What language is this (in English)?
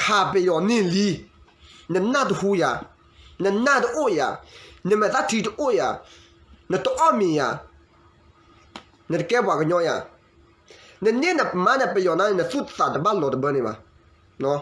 S'gaw Karen